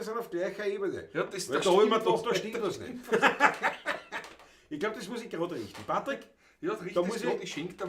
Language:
Bavarian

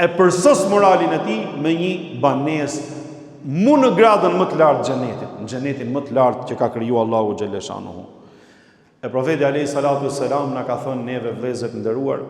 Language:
Albanian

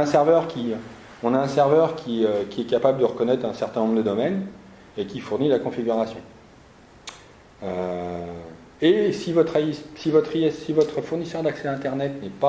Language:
French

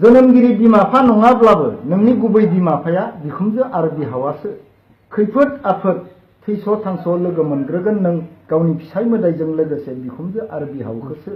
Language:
Bodo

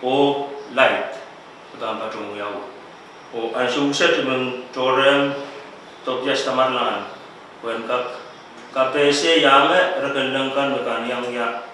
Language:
Pohnpeian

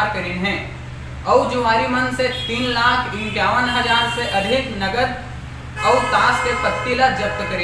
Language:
Chhattisgarhi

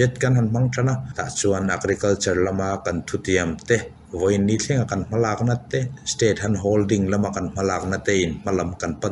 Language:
Mizo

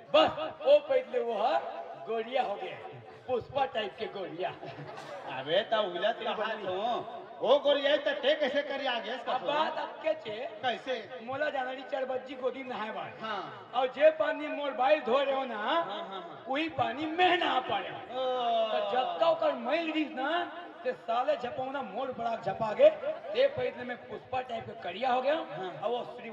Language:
Chhattisgarhi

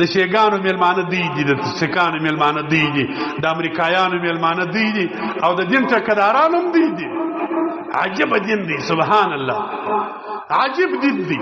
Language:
Pashto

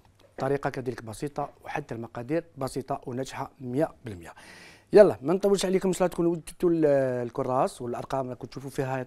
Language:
Algerian Arabic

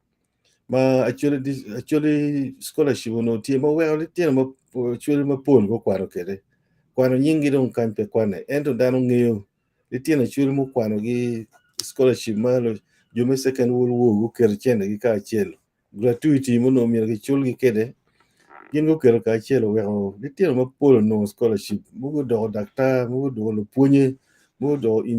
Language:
Acoli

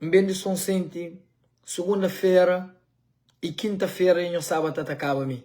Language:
Kabuverdianu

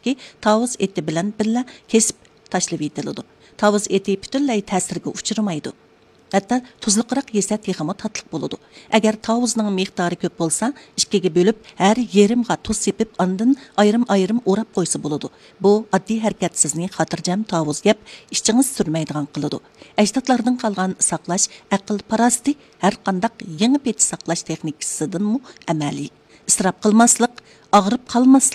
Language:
Uyghur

